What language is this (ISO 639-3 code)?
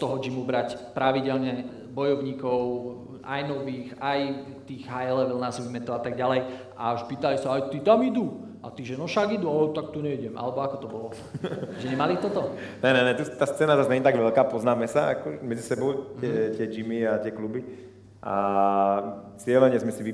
slk